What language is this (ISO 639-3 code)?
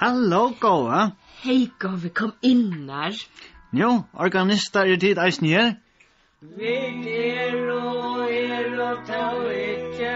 fao